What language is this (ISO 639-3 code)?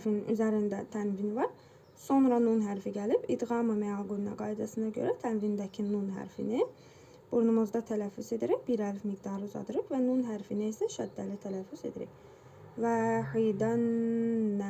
aze